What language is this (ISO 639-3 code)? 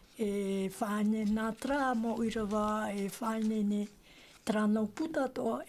tah